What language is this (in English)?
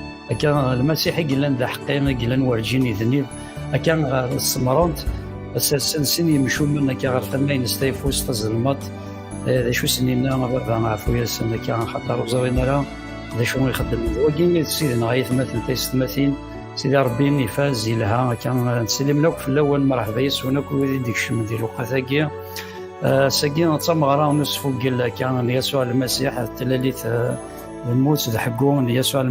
Kabyle